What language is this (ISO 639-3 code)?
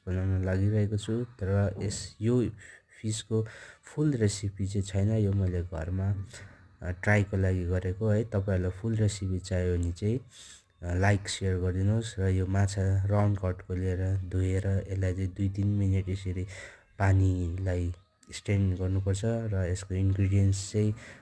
nep